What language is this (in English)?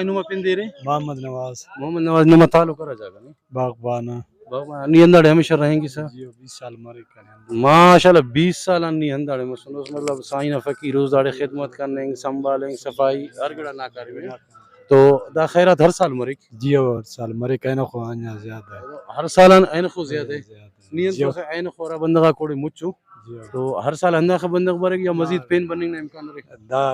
Brahui